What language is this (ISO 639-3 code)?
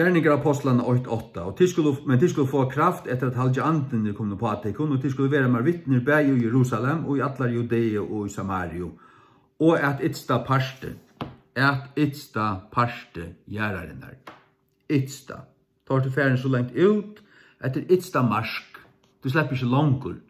fao